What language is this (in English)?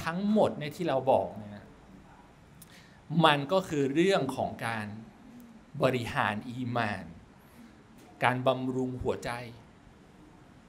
Thai